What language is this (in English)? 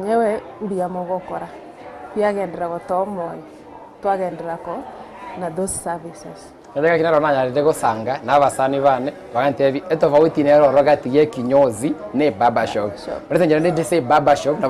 Gusii